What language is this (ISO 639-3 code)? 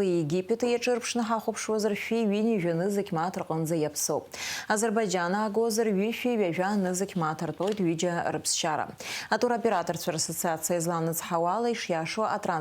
abk